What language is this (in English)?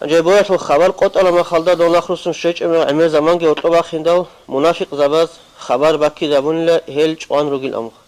Avaric